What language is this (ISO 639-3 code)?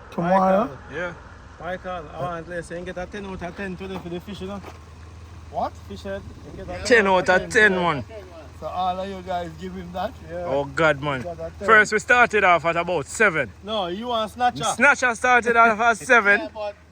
jam